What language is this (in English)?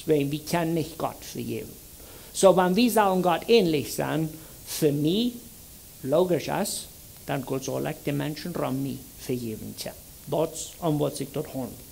Plautdietsch